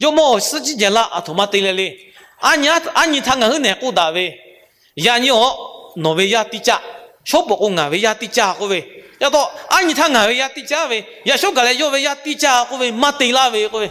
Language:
Lahu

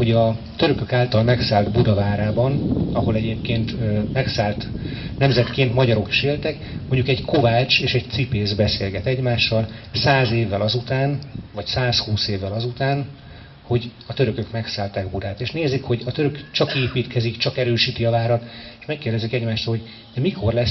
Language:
Hungarian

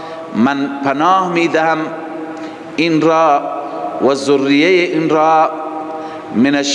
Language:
Persian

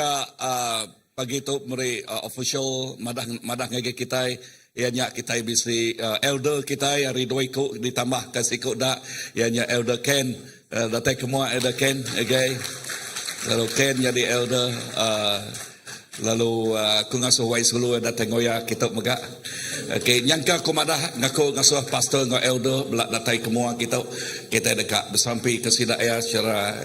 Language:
Iban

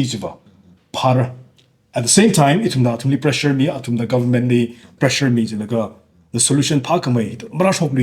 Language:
Tangkhul Naga (India)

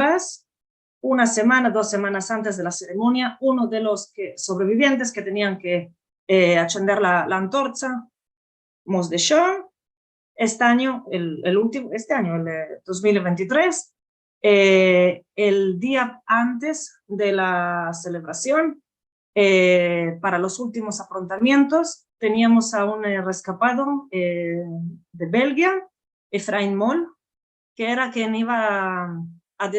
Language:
Ladino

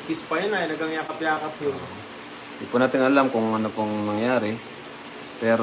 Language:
Filipino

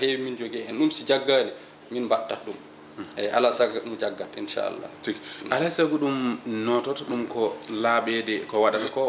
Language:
Fula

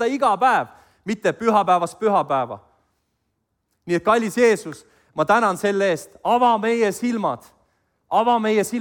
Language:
Estonian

